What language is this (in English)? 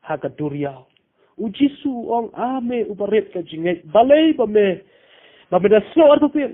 Khasi